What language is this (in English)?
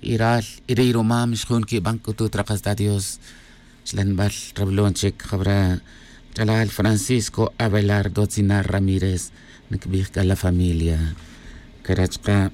Tz'utujil